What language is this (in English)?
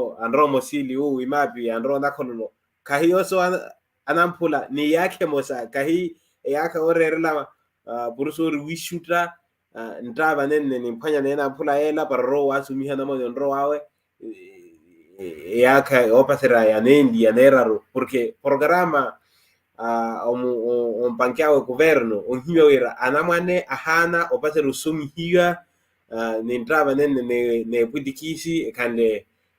Makhuwa